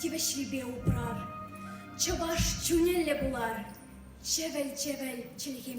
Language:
Chuvash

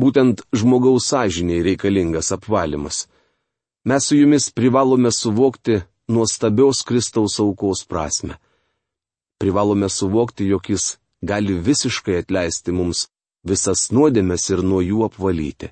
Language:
Lithuanian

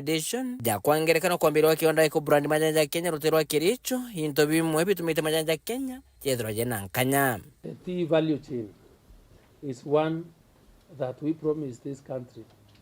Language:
Meru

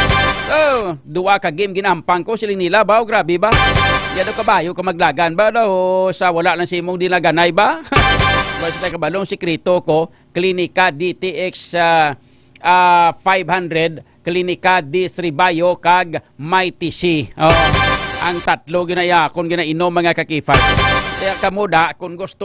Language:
Hiligaynon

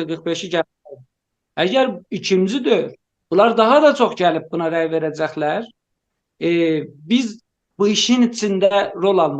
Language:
South Azerbaijani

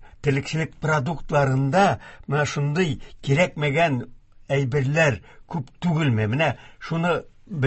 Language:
Tatar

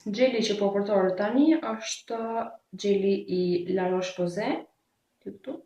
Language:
Albanian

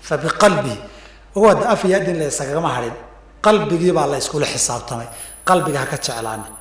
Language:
Somali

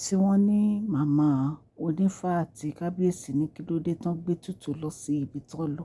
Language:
Yoruba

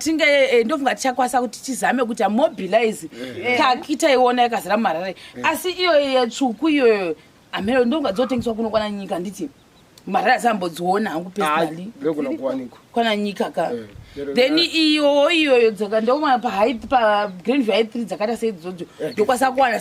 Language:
Shona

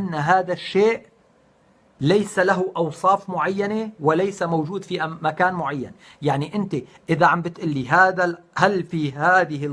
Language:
North Levantine Arabic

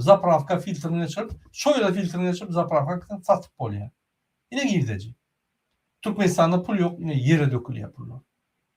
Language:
Turkmen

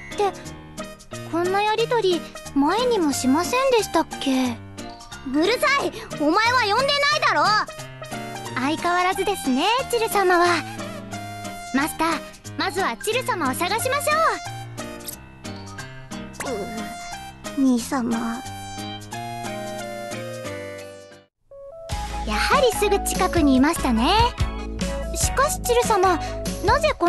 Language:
Japanese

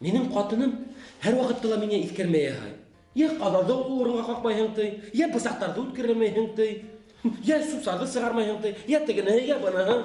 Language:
Bashkir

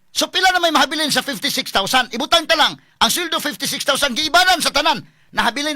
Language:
Cebuano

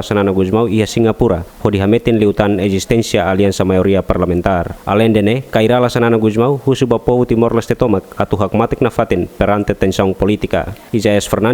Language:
Tetum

